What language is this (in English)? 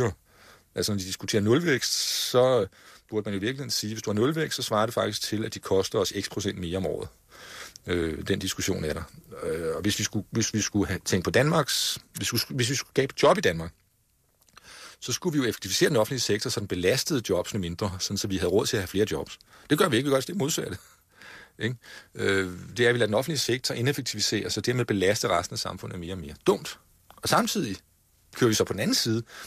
Danish